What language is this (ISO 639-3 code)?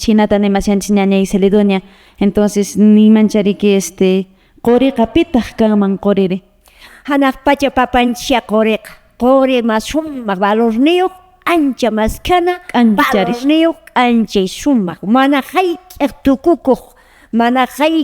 que